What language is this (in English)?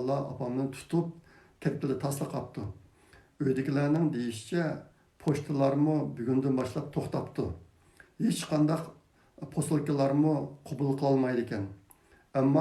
Uyghur